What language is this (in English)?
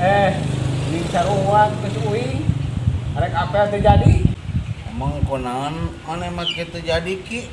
Sundanese